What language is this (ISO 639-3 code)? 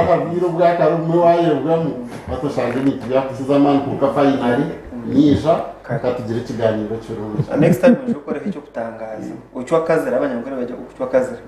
nyn